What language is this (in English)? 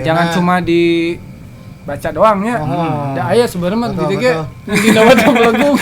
Sundanese